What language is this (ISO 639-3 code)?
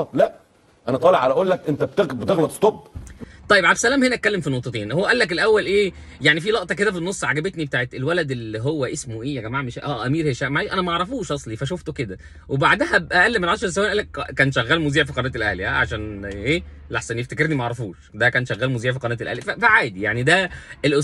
arz